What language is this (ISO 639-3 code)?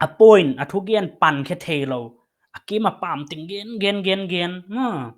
pck